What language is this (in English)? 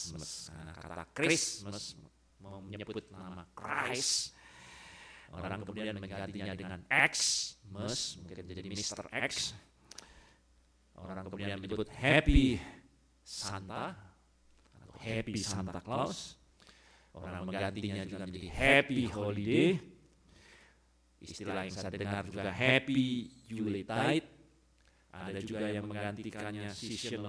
Indonesian